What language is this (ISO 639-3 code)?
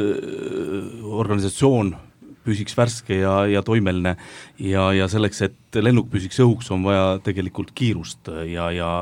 est